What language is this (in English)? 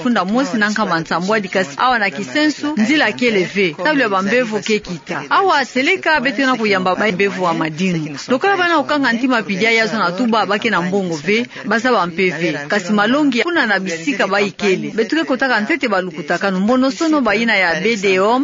Kituba (Democratic Republic of Congo)